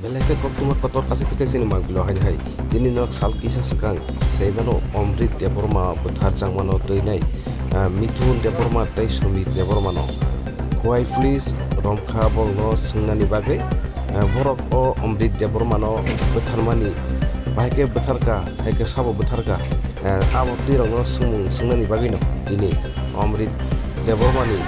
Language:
Kok Borok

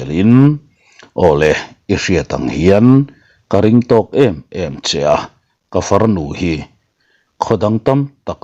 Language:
Mizo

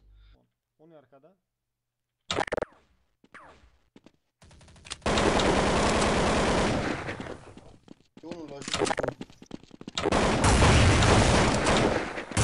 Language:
Romanian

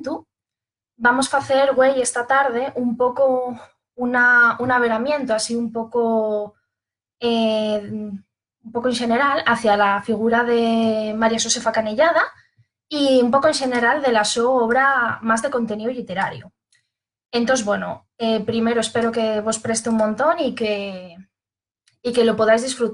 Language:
Asturian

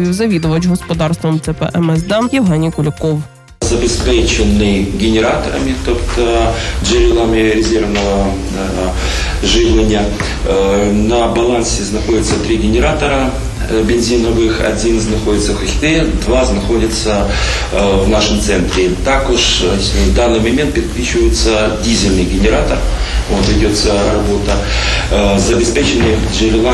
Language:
Ukrainian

